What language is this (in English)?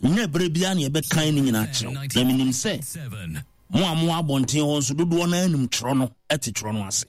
Akan